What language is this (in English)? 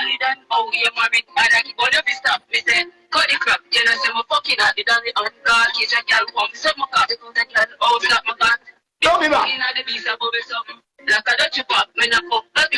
Jamaican Creole English